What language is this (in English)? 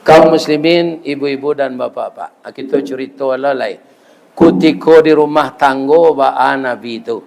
Minangkabau